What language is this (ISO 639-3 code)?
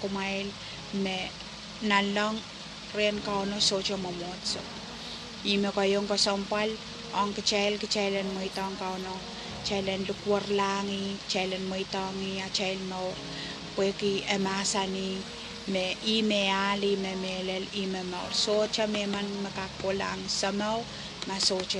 pon